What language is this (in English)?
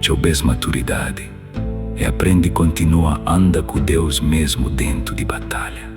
Kabuverdianu